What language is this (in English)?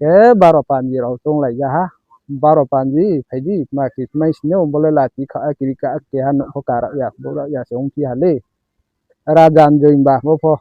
Riang (India)